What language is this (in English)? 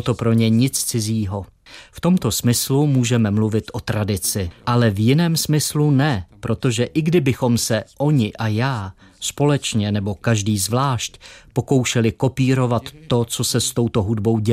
Czech